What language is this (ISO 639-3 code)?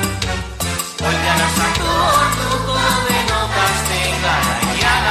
eus